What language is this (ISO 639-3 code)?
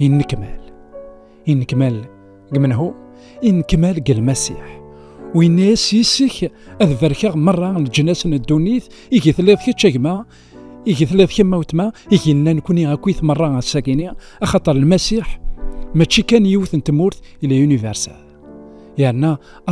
kab